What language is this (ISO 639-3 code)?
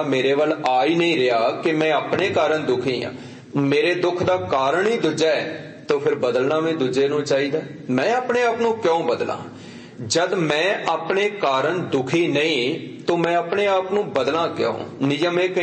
pan